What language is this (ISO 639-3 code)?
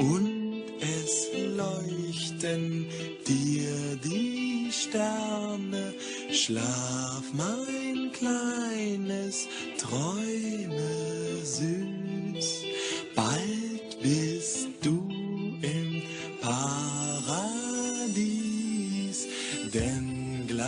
gsw